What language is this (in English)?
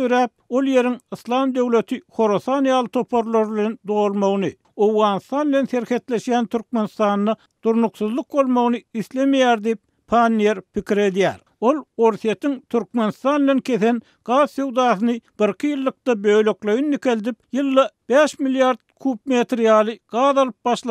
Turkmen